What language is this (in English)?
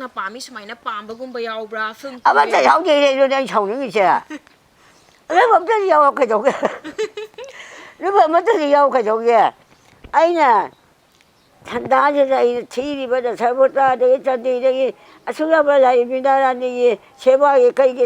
Manipuri